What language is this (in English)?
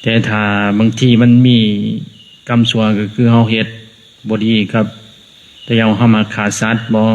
Lao